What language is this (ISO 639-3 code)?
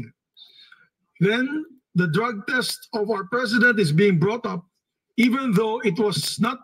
fil